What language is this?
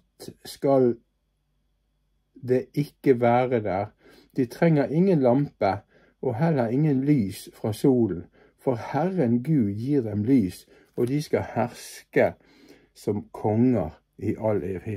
Norwegian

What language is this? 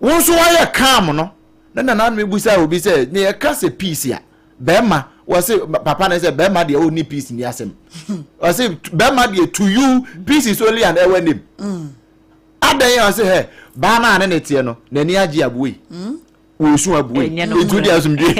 Akan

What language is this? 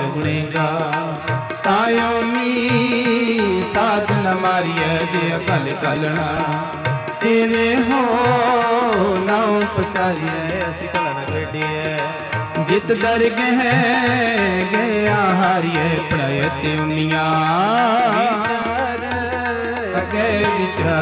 Punjabi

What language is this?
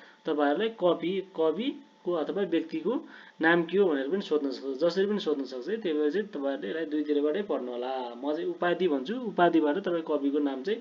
Nepali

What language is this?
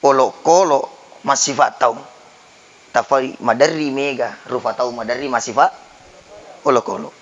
Buginese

